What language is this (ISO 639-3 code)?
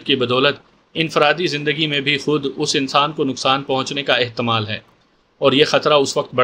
urd